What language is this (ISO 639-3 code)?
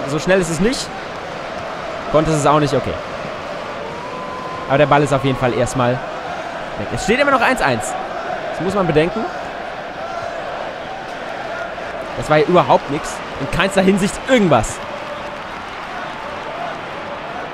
deu